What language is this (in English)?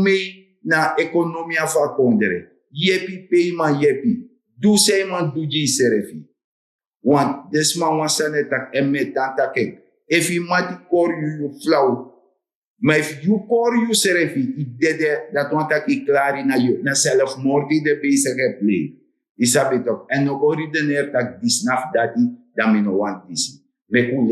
Sranan Tongo